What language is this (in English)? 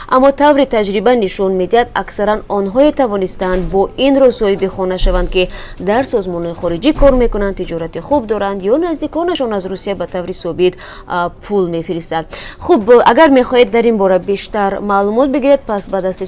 Tajik